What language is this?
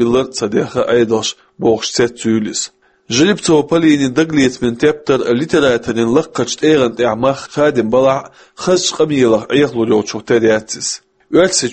Chechen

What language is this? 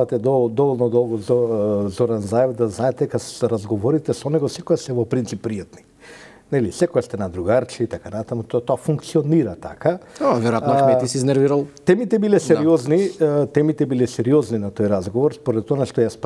Macedonian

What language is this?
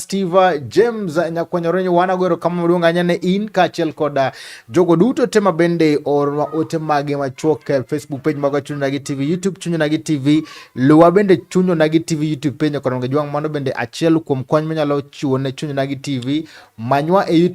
Luo (Kenya and Tanzania)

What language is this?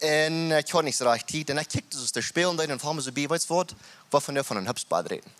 Plautdietsch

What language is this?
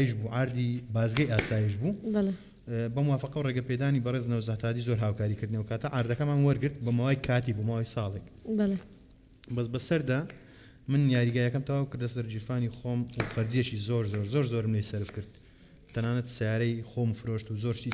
Central Kurdish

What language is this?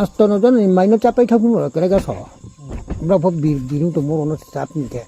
Riang (India)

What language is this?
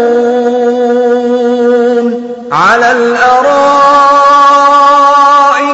Bangla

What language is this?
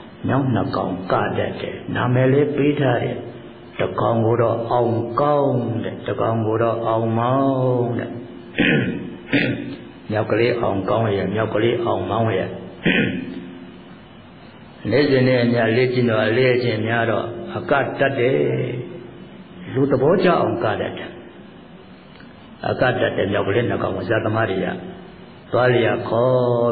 Burmese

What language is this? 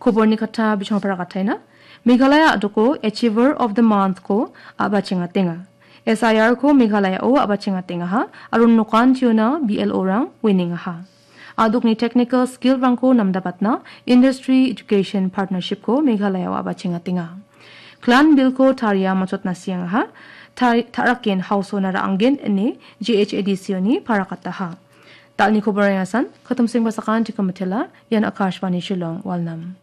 Garo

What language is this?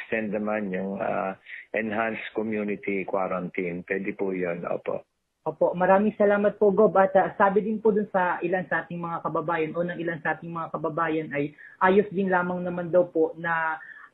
Filipino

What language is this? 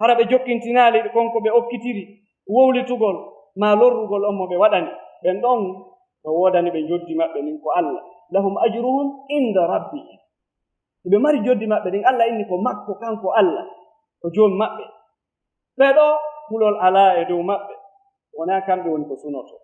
Fula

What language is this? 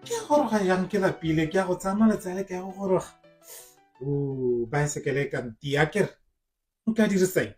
Tswana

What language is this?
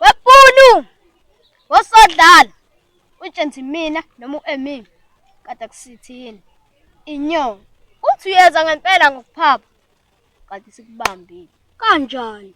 Zulu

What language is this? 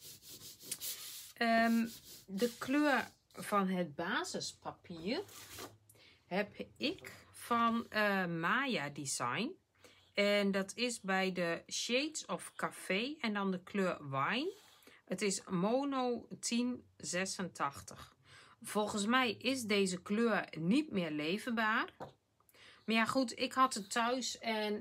Dutch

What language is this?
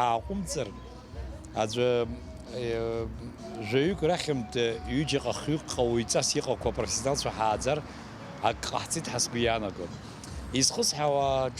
Abkhazian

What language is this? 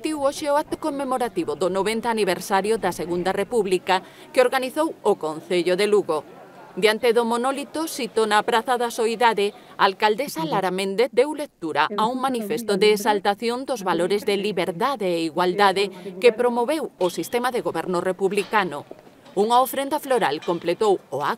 Galician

